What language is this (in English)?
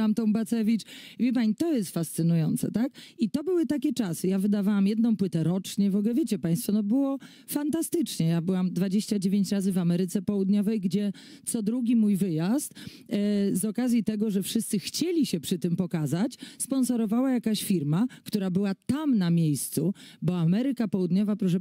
Polish